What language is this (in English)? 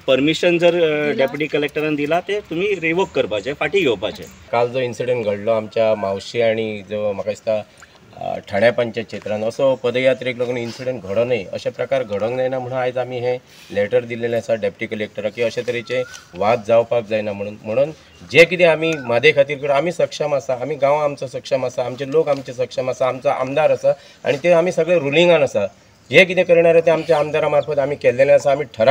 Konkani